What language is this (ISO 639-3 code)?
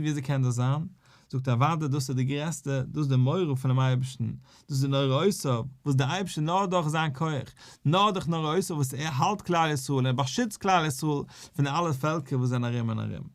yid